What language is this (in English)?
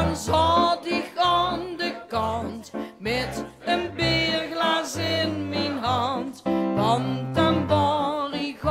Limburgish